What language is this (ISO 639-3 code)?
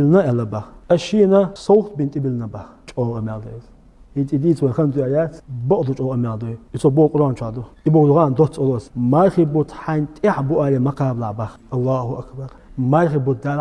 che